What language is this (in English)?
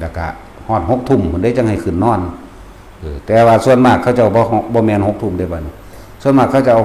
Northeastern Thai